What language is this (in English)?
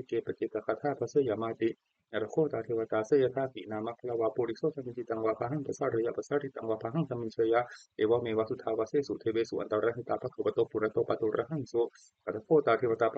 Pali